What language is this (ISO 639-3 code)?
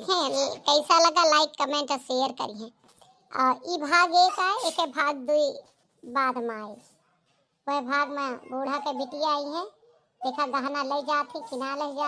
awa